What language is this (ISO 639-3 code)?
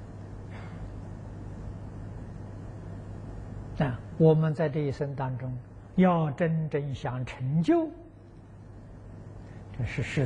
zho